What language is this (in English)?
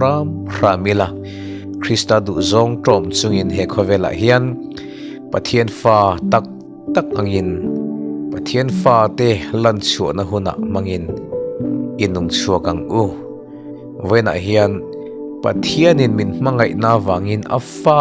Mizo